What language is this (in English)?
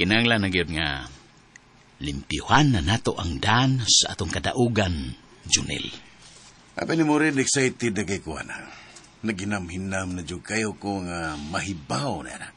Cebuano